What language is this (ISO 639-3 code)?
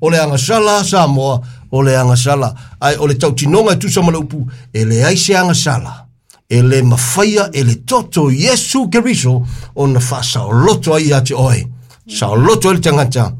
smo